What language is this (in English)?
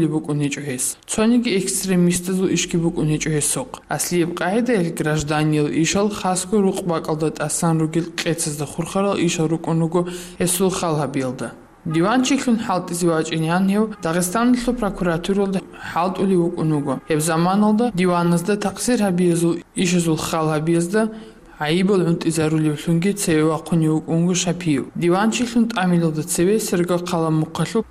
Avaric